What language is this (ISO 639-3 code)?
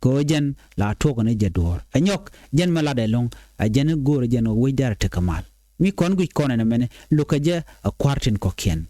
nus